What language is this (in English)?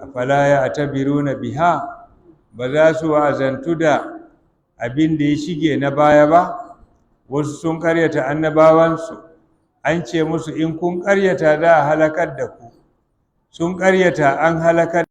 Hausa